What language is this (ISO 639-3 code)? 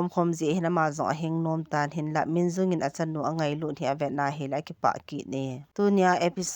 tcz